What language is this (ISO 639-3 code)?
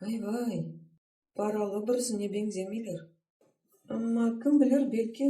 crh